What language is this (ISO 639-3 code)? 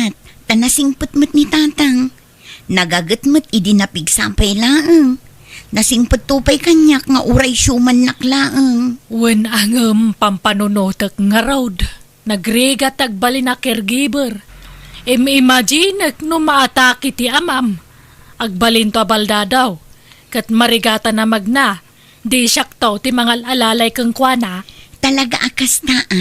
ilo